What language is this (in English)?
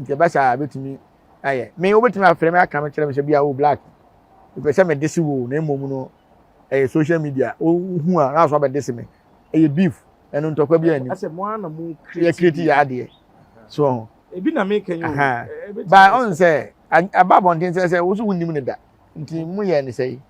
Akan